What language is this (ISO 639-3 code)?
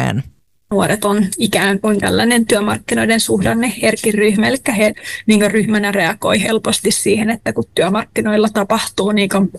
fin